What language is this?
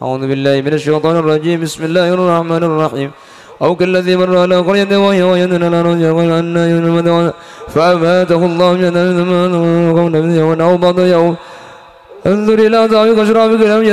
Madurese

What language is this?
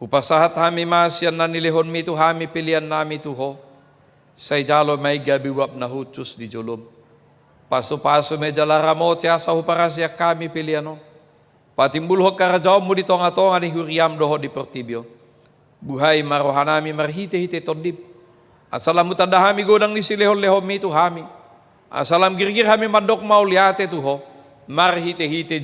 Batak Toba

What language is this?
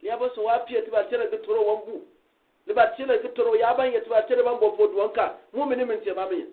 Gourmanchéma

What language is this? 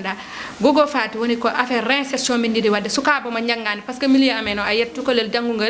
Fula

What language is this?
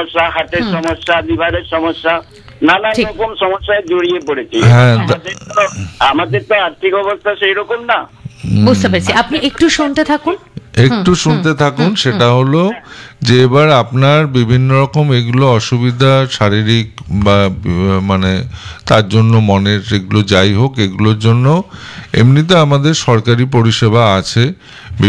Bangla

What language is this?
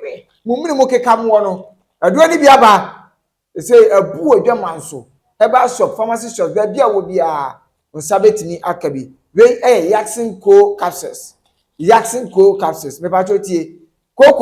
Akan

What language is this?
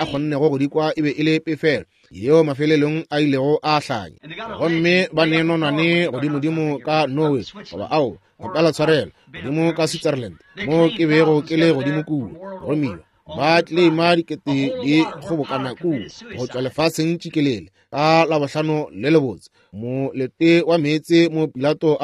Northern Sotho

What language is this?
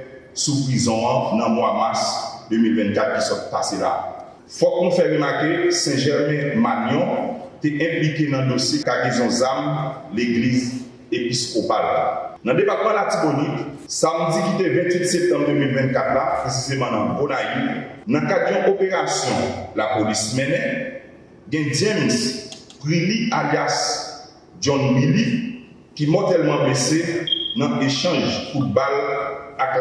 Haitian Creole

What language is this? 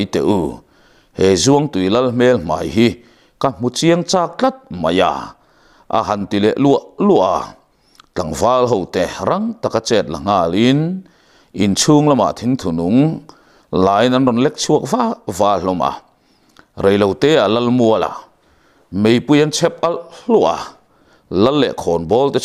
Mizo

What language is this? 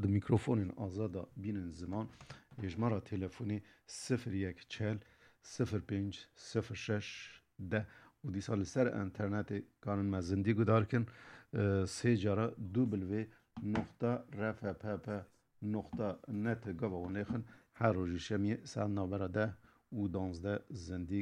Kurdish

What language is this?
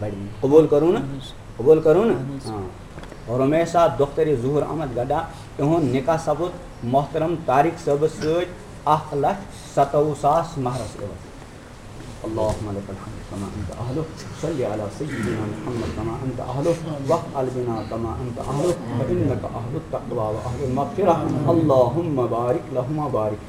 Kashmiri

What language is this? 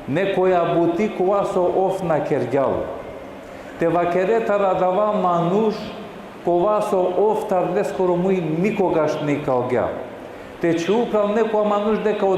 Balkan Romani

